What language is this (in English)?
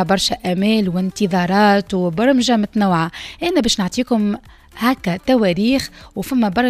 Tunisian Arabic